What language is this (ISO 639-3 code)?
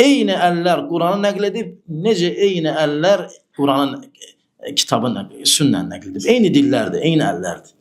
aze